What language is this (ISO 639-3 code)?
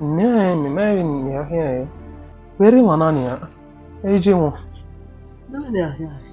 bin